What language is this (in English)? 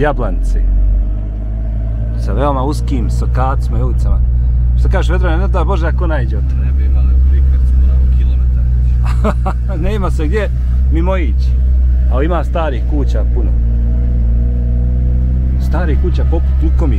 Bosnian